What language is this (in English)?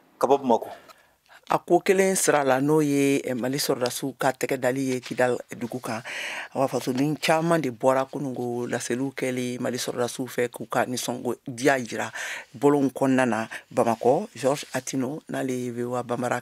Bambara